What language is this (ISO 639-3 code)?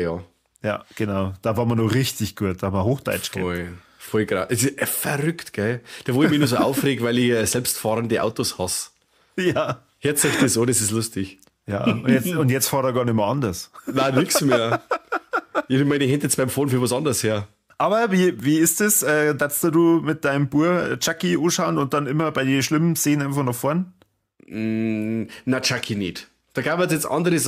bar